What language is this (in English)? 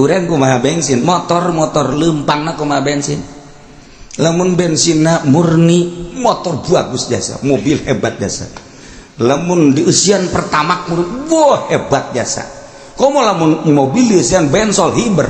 Sundanese